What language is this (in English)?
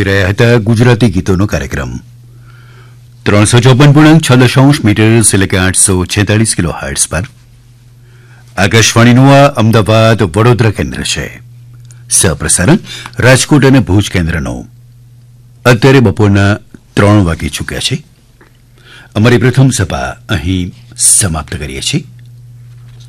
Gujarati